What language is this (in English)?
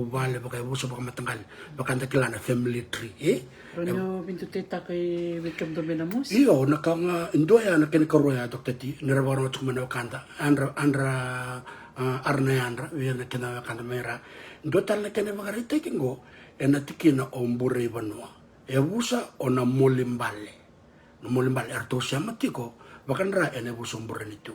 Fijian